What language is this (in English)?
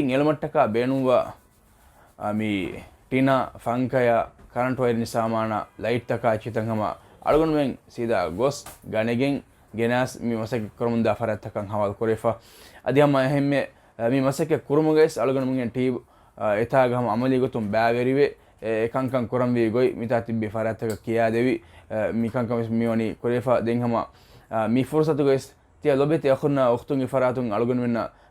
Divehi